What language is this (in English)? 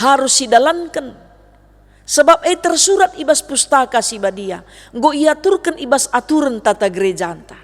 Batak Karo